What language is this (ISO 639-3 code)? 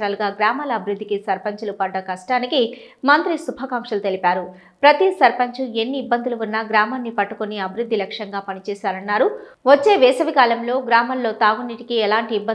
tel